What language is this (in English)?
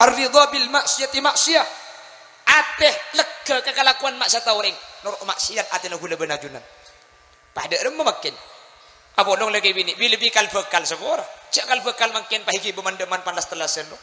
Madurese